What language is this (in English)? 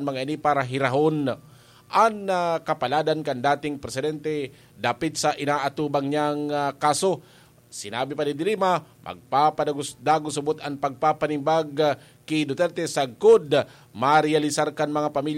Bikol